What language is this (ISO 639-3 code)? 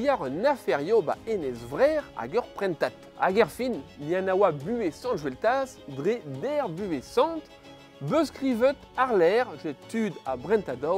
bre